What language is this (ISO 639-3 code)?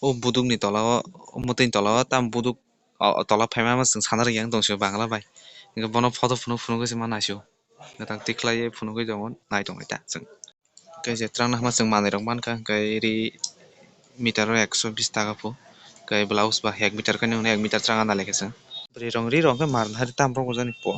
trp